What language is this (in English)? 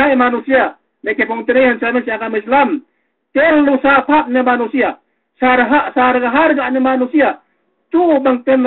Yakan